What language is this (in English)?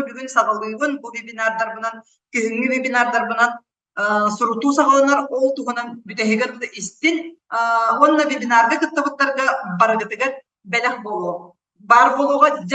Yakut